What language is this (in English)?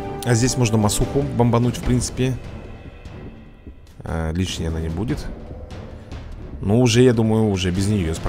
Russian